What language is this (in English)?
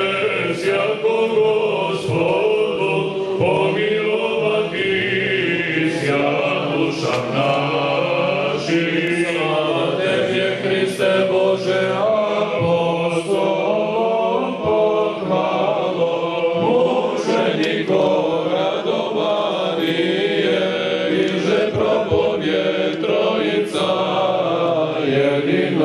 Serbian